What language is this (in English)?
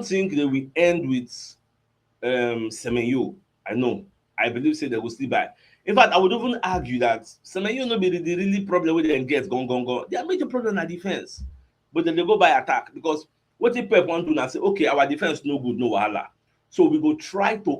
Nigerian Pidgin